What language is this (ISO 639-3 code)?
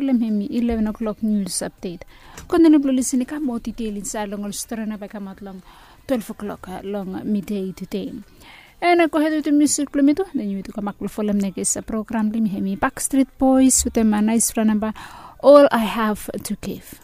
bis